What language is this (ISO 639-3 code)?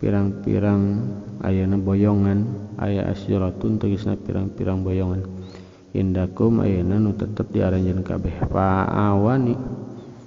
sun